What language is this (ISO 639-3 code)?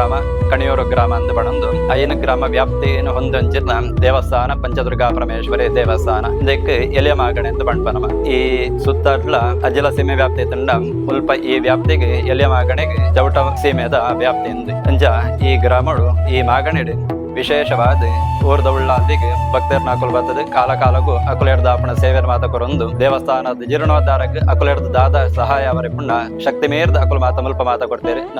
tcy